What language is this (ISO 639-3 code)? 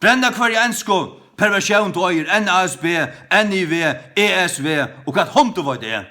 fao